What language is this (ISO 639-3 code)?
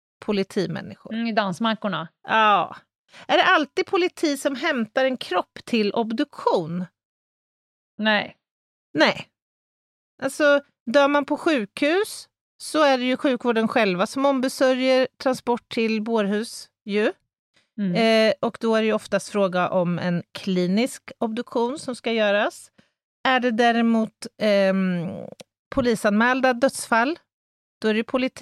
swe